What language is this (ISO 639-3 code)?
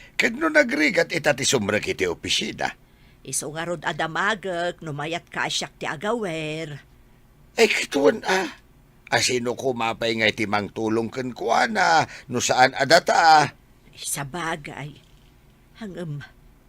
ilo